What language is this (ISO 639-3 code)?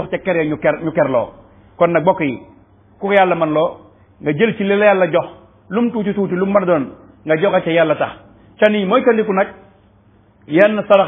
wol